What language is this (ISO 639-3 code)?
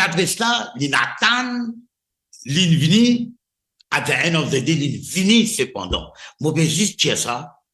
mfe